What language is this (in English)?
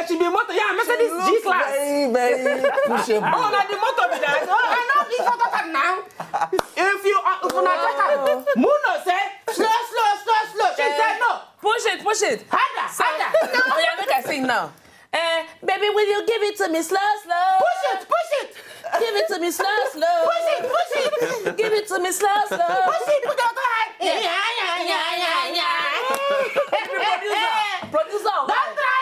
Nigerian Pidgin